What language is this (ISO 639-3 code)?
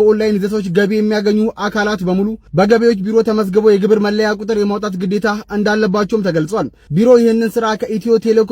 amh